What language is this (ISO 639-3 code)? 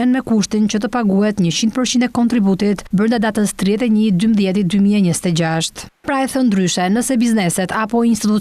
sqi